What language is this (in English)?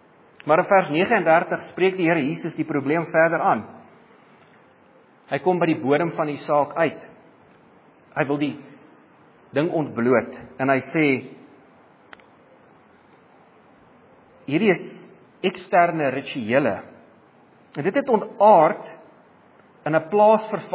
Afrikaans